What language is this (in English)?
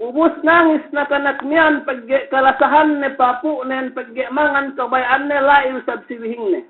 Yakan